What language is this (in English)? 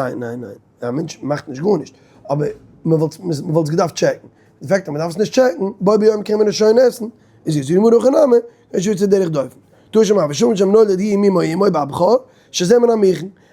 Yiddish